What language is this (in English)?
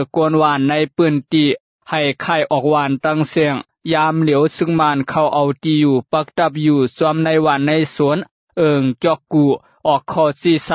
Lao